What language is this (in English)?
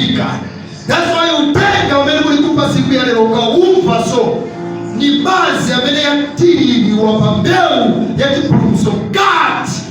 Nyanja